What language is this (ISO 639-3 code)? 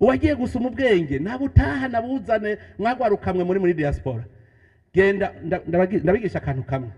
run